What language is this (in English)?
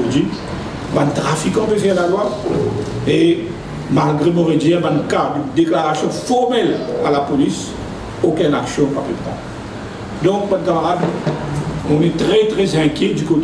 Morisyen